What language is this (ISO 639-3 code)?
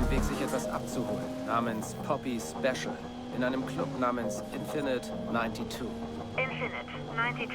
bar